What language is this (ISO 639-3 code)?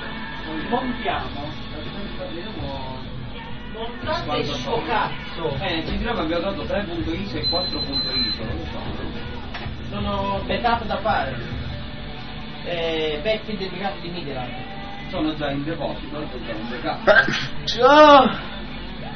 ita